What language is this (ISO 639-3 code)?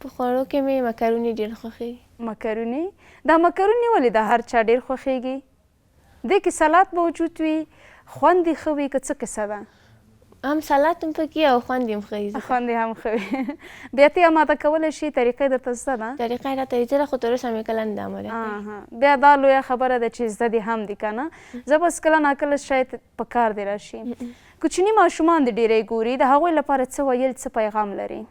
pus